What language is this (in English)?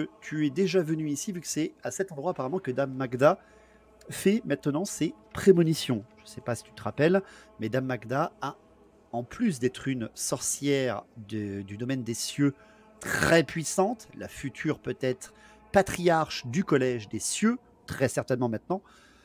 French